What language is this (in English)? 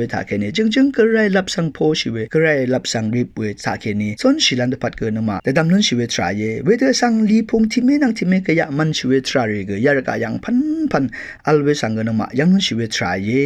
Rawang